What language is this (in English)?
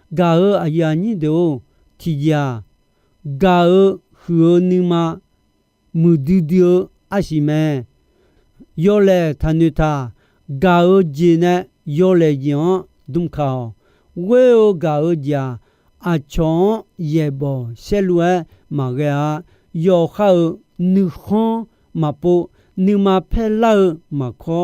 Akha